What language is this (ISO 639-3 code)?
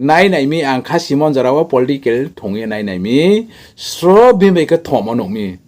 ria